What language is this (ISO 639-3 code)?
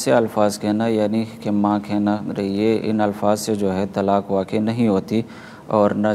urd